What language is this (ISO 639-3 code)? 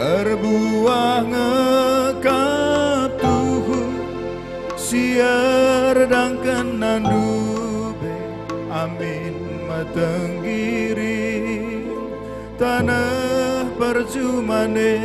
btx